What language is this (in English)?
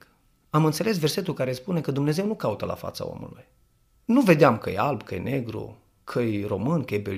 Romanian